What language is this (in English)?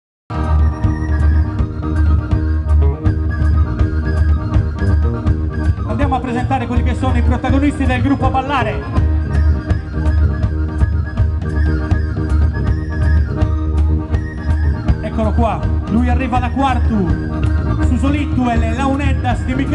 Italian